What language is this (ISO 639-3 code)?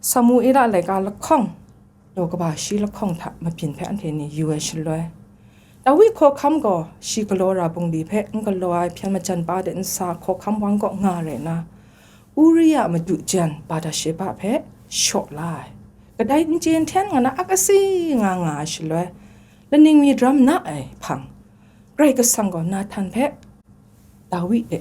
kac